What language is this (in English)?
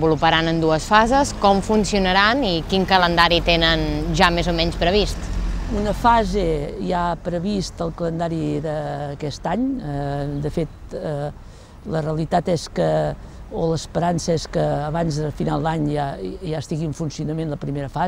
Catalan